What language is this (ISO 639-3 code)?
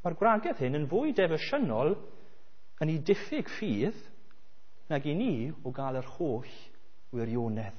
cym